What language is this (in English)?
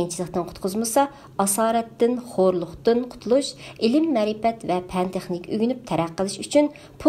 Uyghur